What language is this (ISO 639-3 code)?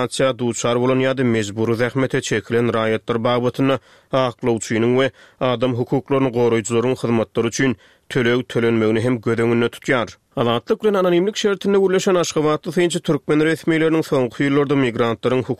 tuk